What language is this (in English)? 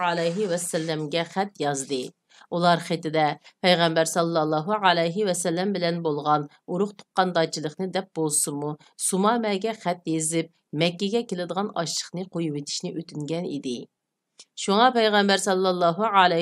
Uyghur